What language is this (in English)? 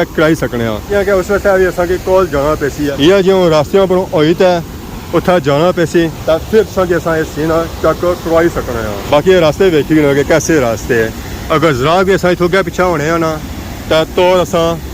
Pahari-Potwari